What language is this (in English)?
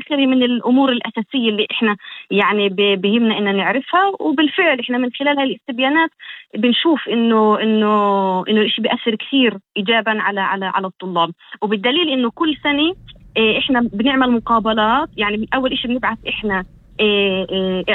North Levantine Arabic